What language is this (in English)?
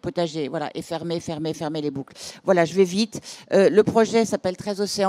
French